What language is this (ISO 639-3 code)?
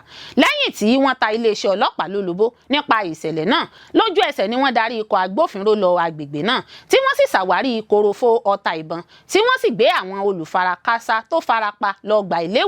yor